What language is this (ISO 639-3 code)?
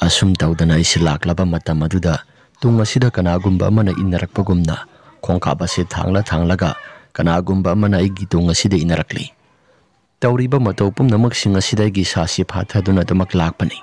mni